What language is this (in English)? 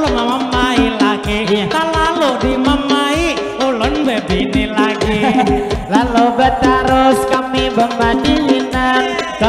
Banjar